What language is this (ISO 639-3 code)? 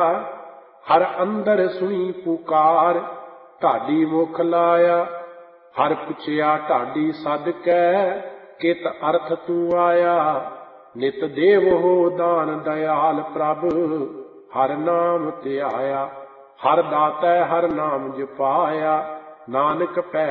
pan